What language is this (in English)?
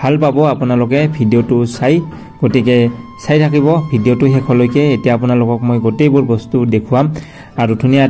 Assamese